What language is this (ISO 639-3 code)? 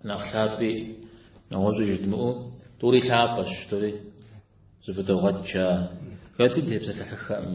kbd